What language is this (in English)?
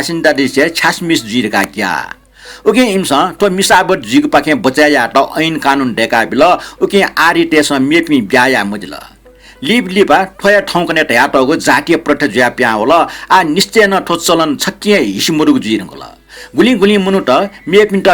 Newari